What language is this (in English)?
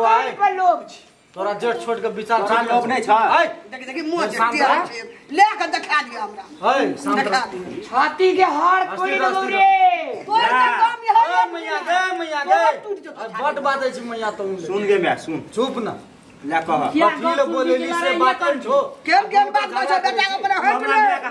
Maithili